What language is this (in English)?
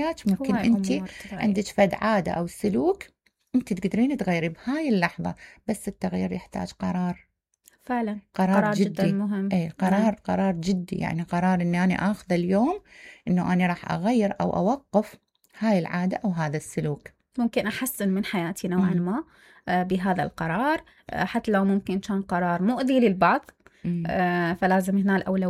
Mesopotamian Arabic